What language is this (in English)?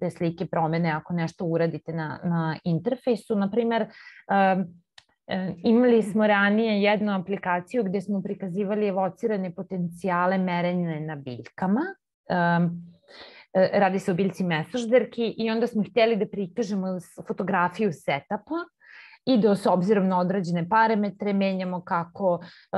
Serbian